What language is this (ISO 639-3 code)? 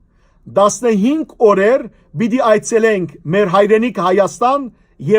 hyw